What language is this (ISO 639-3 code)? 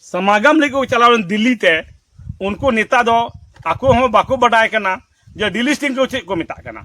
sat